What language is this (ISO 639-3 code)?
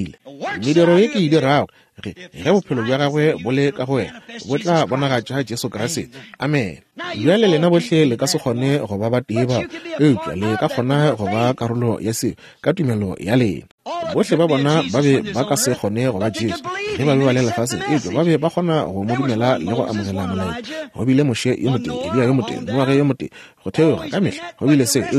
nso